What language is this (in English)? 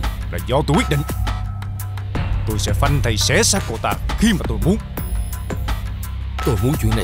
Vietnamese